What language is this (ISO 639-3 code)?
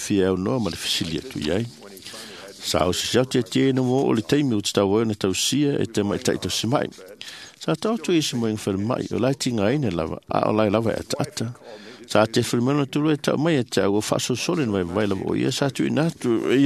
smo